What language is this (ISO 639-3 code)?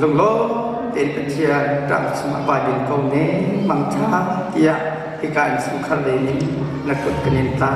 cnh